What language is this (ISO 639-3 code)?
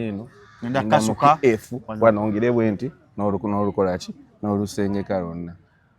lug